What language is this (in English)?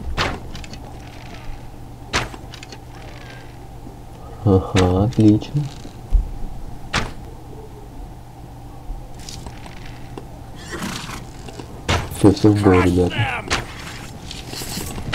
Russian